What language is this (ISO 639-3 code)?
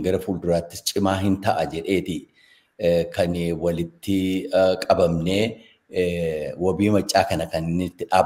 orm